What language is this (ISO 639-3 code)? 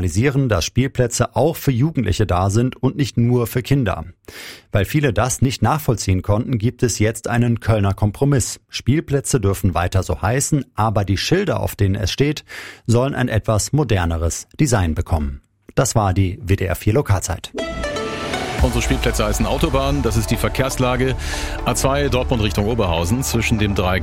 deu